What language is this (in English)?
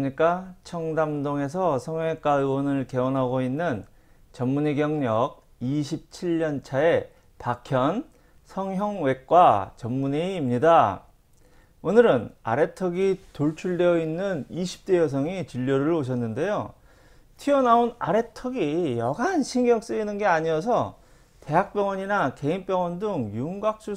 Korean